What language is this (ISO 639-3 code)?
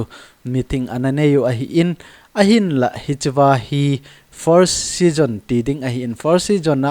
tcz